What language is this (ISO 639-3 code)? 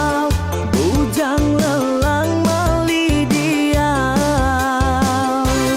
iba